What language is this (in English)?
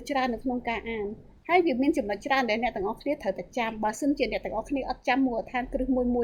Khmer